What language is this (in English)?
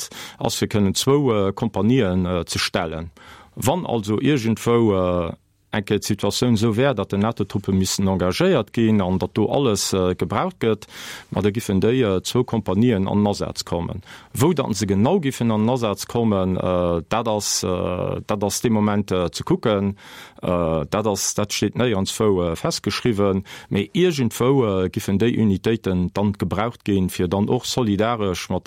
Luxembourgish